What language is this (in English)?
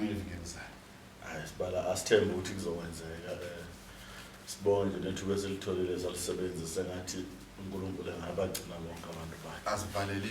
Zulu